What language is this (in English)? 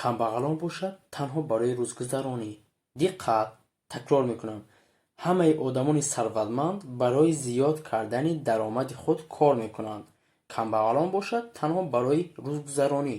Tajik